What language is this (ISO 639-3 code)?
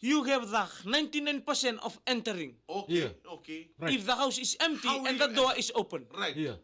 fij